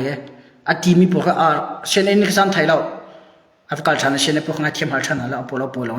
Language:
Hakha Chin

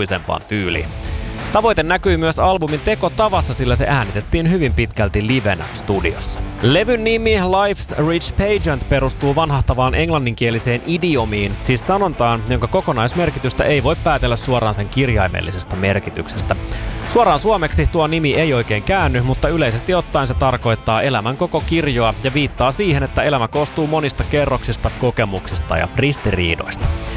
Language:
Finnish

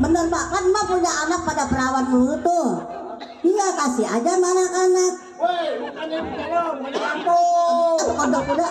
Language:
Betawi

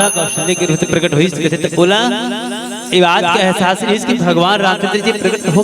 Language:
Chhattisgarhi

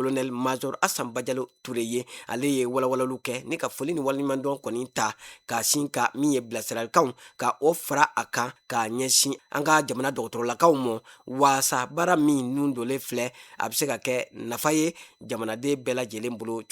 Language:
Bambara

